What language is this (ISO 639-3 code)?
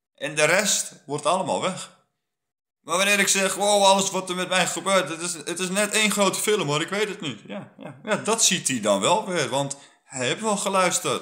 nld